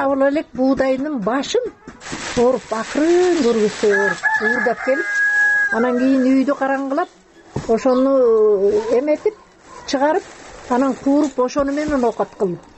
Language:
Kyrgyz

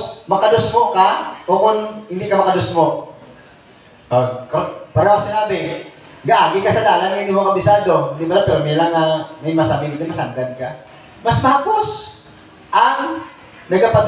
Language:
Filipino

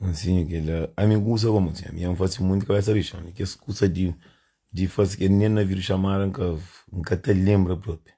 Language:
Kabuverdianu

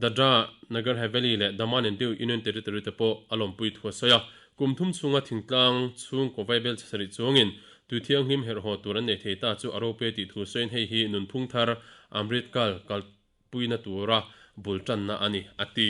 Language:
Mizo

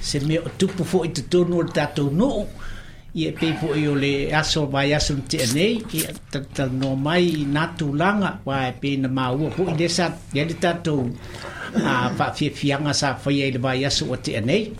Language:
Samoan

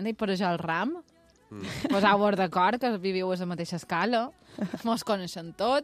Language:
Catalan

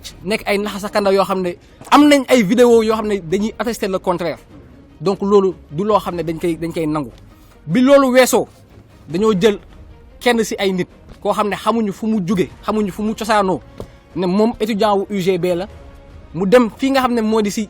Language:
Wolof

